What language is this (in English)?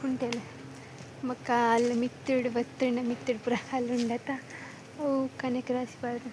Tulu